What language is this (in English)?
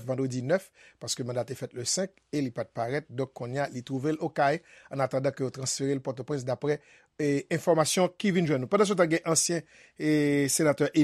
Haitian Creole